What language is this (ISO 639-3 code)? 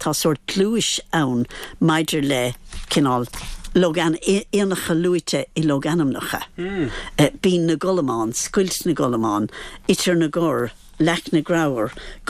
gle